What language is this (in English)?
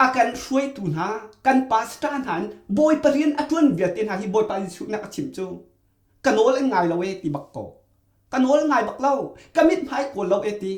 Hakha Chin